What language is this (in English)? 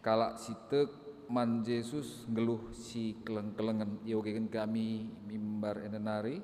Batak Karo